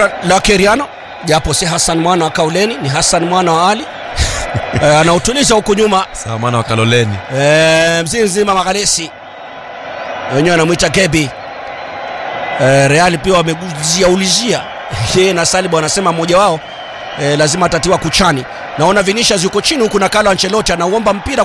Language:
Swahili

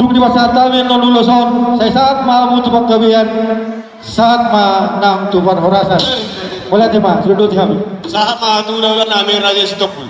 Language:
Batak Toba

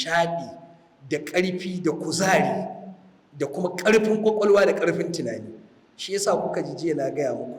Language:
Hausa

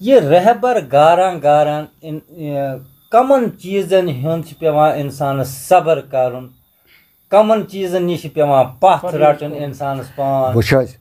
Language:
Kashmiri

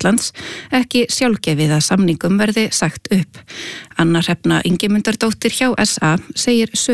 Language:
Icelandic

